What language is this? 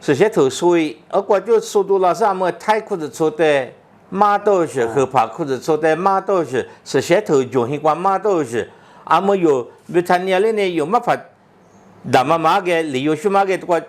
Lisu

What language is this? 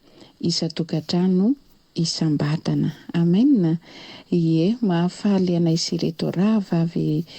Malagasy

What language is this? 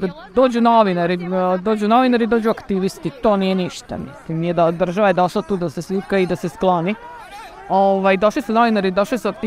Serbian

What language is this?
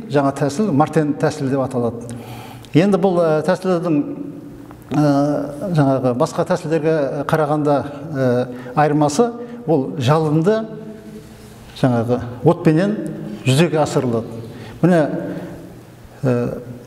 Kazakh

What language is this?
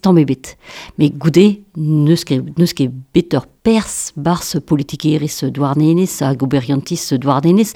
Breton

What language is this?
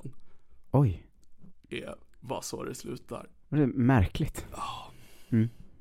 Swedish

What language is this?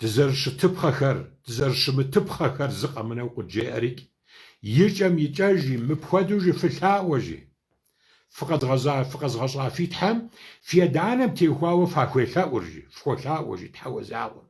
Kabardian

